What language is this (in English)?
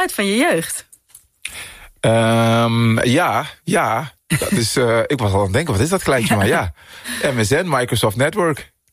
Dutch